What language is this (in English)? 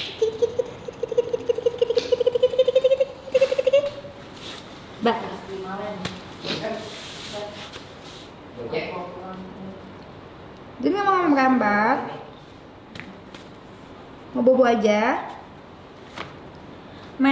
Indonesian